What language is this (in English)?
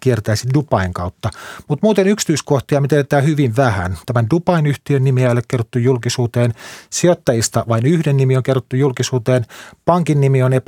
Finnish